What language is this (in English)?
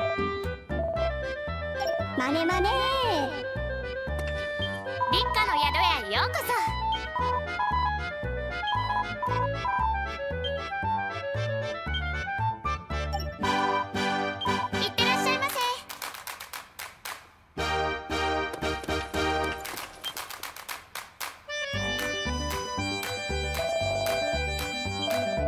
Japanese